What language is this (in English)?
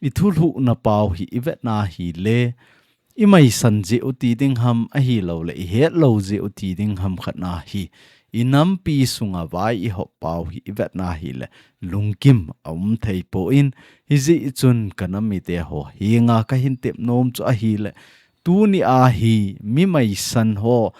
Thado Chin